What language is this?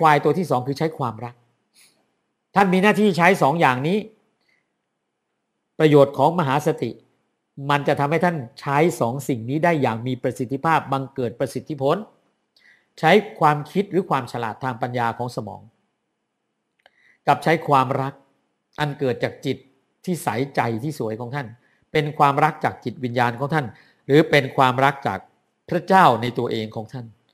Thai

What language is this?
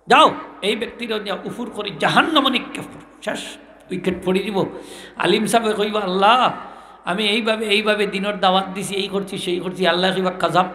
Sylheti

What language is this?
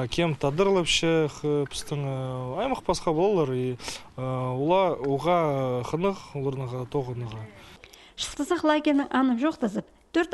Khakas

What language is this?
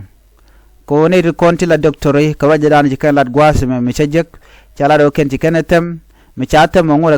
Nuer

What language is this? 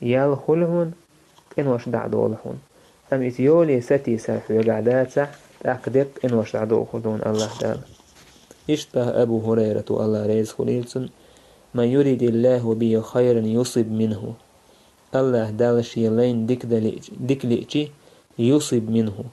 Chechen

